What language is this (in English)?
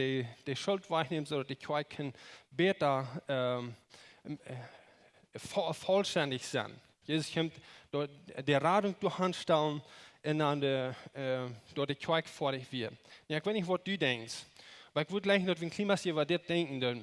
Plautdietsch